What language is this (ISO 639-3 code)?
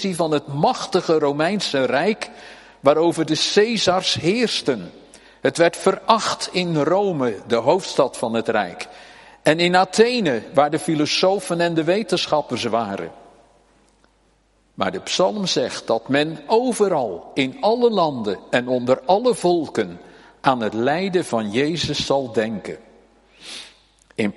nld